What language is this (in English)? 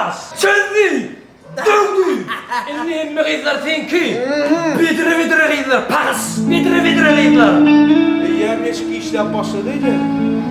Turkmen